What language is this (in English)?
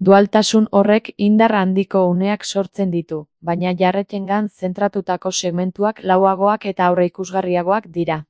Basque